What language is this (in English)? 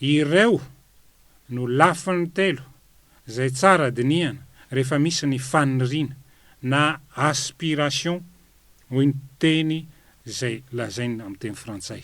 Malagasy